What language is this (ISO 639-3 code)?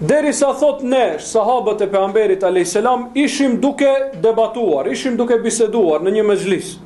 sqi